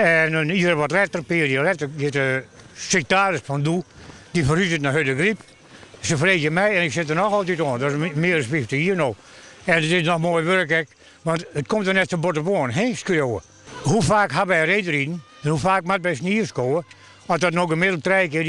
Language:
Western Frisian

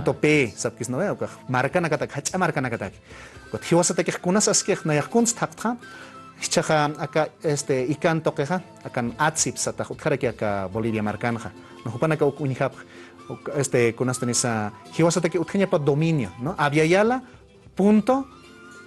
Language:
Aymara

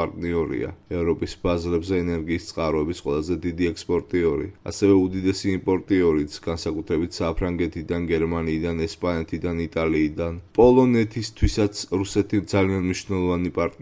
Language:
Georgian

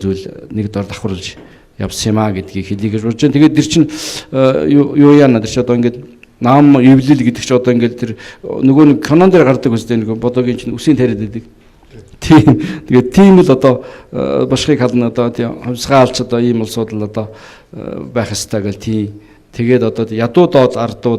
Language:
Mongolian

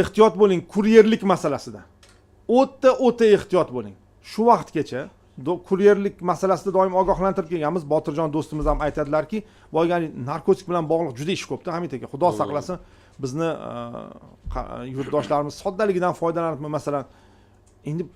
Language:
Uzbek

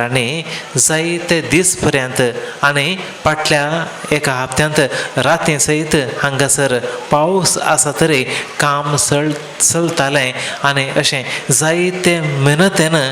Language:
Konkani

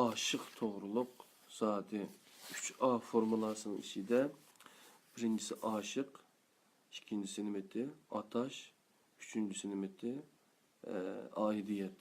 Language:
Uyghur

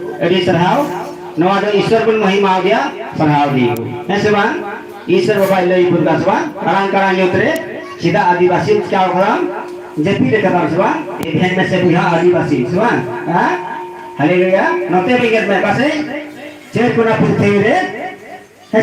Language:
Santali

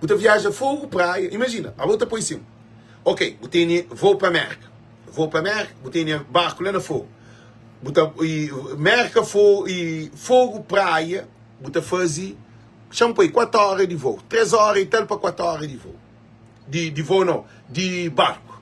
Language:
Kabuverdianu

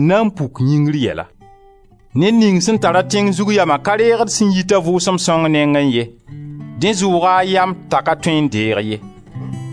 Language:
Mossi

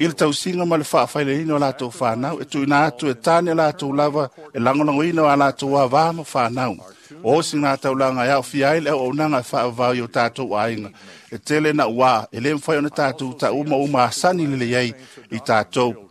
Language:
Samoan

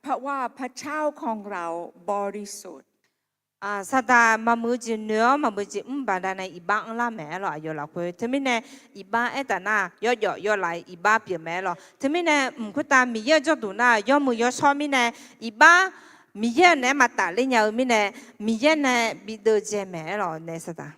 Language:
Akha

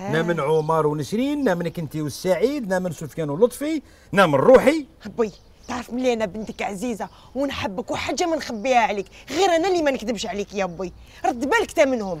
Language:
Algerian Arabic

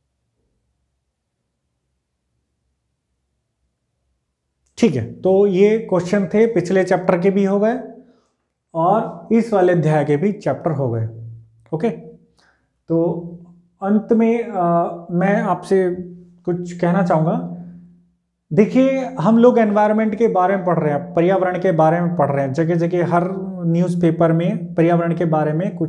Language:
Hindi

